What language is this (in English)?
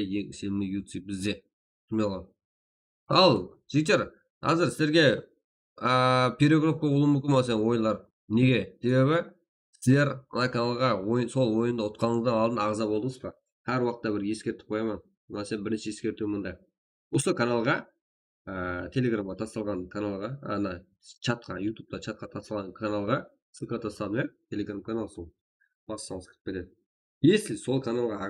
Kara-Kalpak